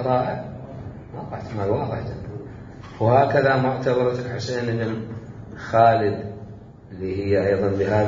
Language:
Mesopotamian Arabic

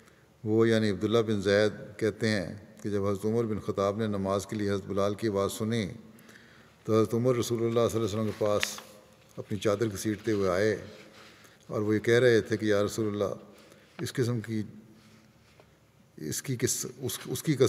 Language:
Urdu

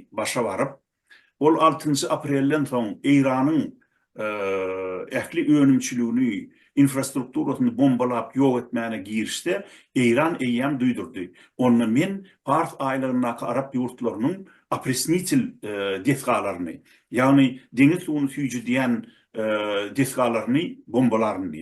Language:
Turkmen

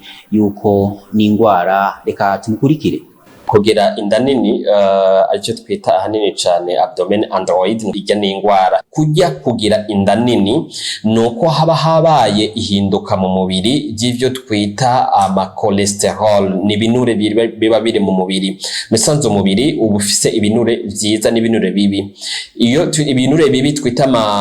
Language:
Rundi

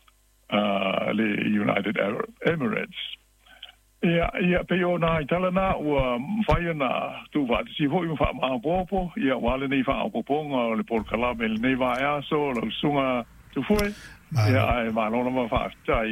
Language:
Samoan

